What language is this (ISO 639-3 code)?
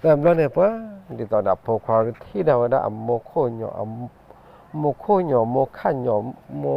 ksw